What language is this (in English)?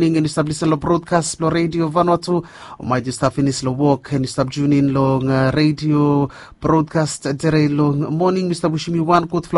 Bislama